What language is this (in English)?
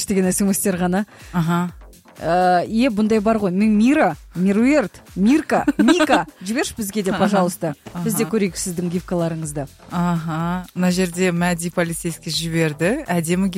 Kazakh